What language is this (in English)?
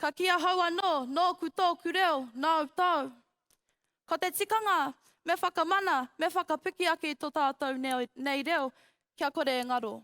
Māori